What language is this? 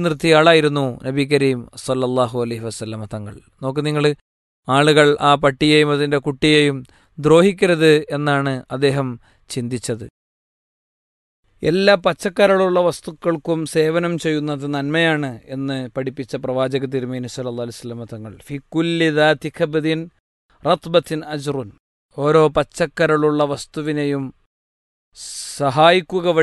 Malayalam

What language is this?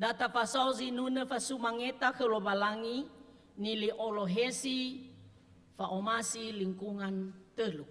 Nias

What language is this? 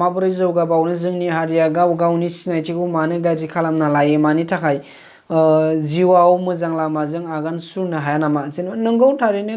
Bodo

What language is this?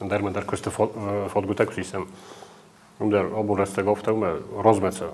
Ossetic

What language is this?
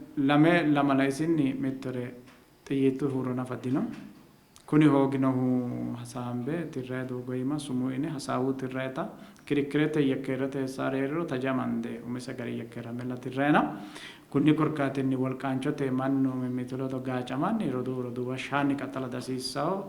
Sidamo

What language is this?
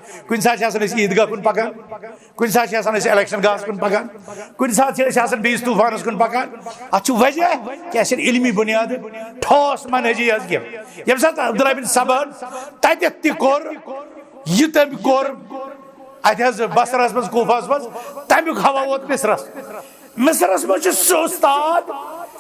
Kashmiri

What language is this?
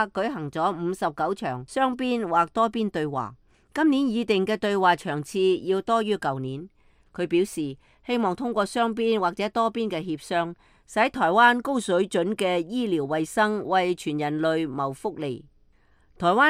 Cantonese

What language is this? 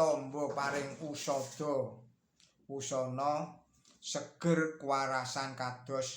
Javanese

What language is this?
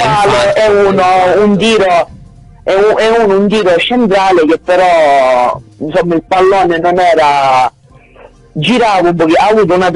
Italian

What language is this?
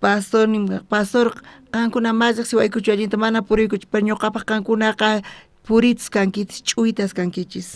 South Bolivian Quechua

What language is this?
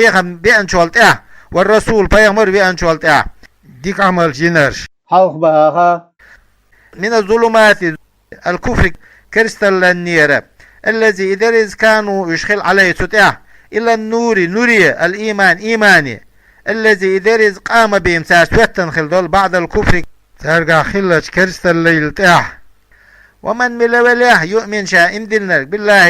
Chechen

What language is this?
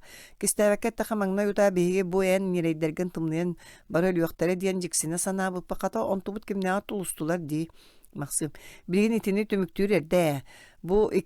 Yakut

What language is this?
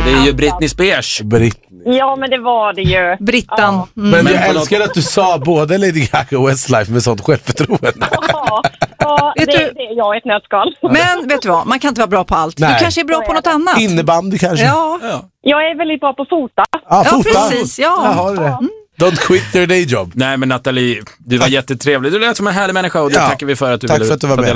Swedish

